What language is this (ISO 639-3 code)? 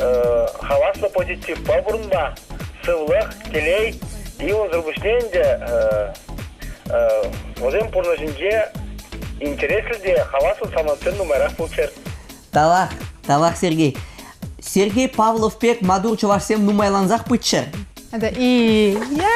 chv